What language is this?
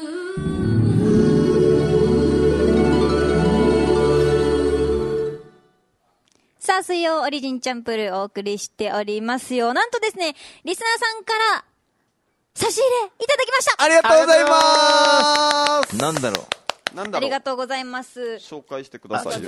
Japanese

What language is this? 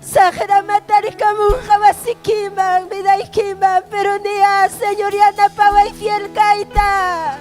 Ayacucho Quechua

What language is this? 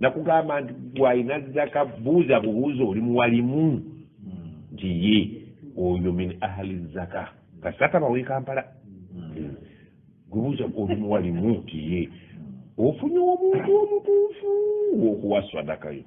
Ganda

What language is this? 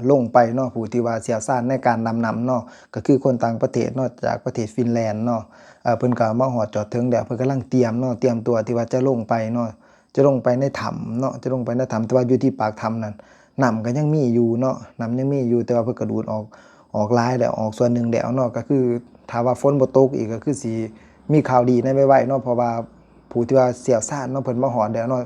Lao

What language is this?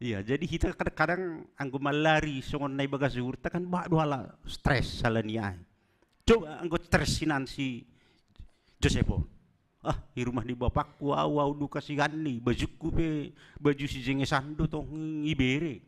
Batak Simalungun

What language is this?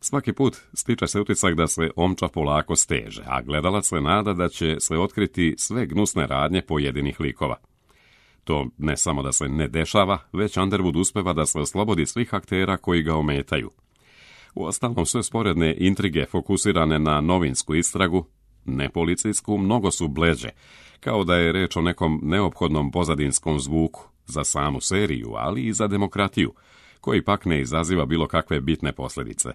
Serbian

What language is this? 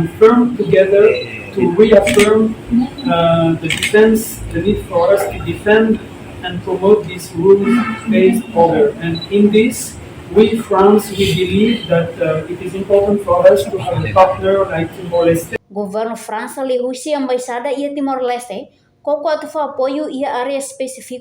Tetum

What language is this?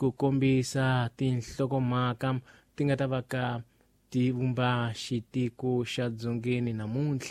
Tsonga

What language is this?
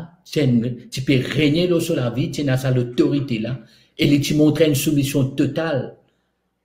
Morisyen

